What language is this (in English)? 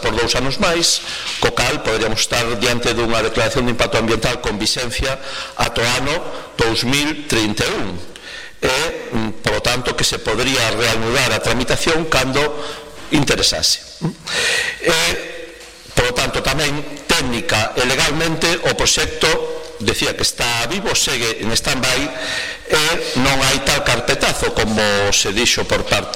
Galician